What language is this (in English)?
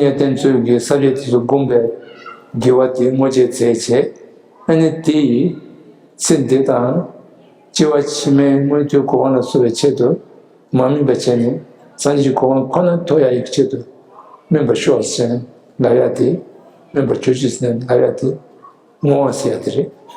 Tibetan